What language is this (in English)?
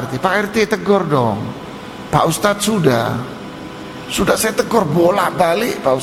Indonesian